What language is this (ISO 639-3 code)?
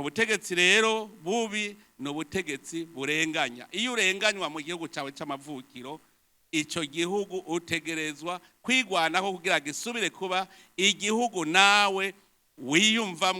run